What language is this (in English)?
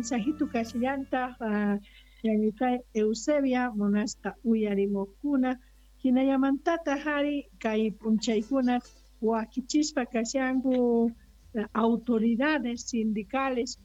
Quechua